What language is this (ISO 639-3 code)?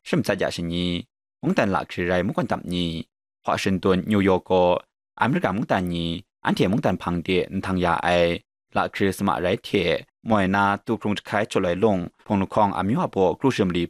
kac